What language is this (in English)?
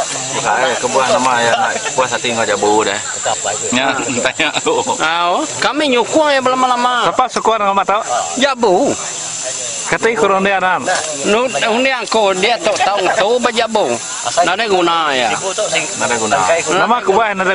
Iban